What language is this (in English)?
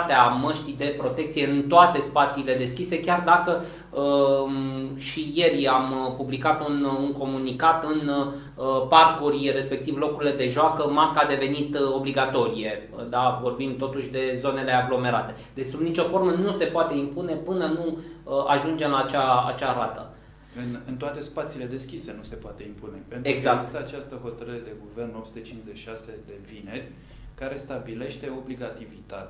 Romanian